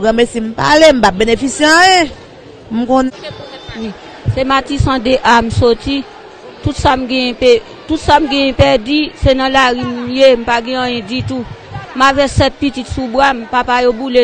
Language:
Haitian Creole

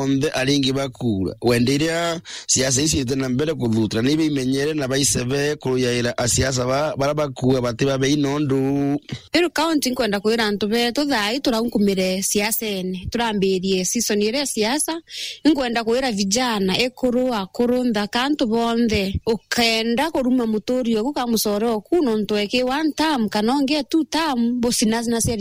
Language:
Meru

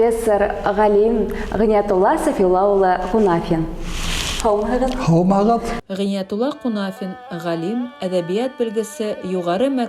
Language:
Bashkir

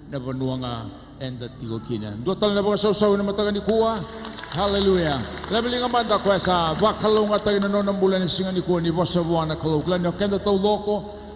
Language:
Fijian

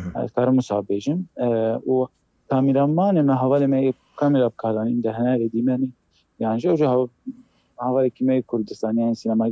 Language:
Kurdish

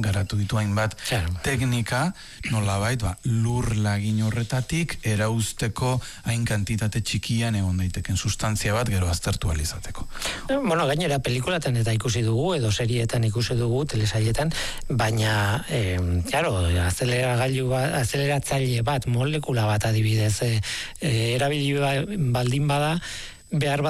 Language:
Basque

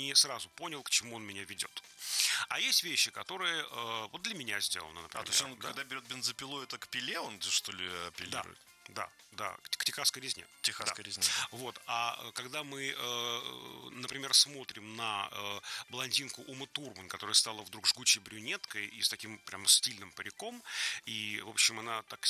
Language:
Russian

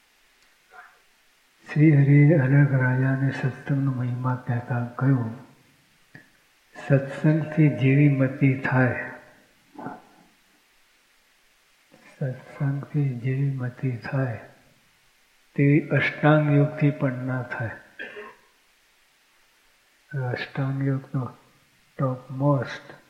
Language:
Gujarati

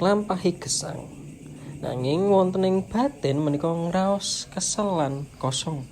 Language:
Javanese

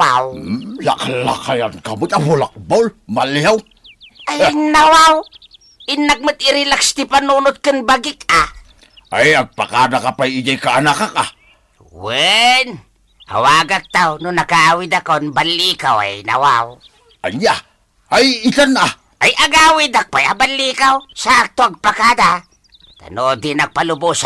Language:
Iloko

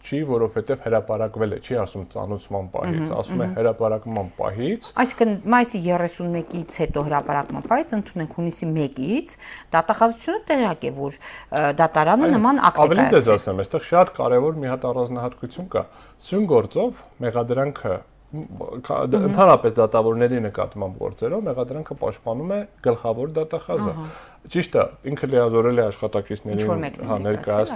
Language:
Armenian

